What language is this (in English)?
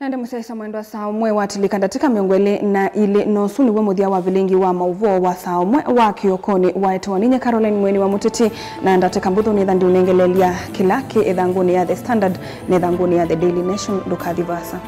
Kamba